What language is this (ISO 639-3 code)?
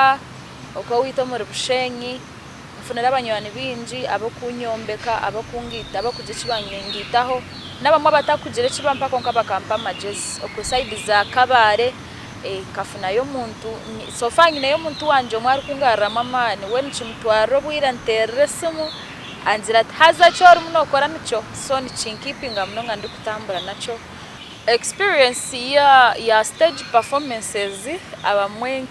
nyn